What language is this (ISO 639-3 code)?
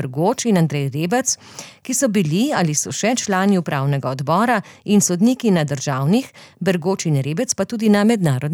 slv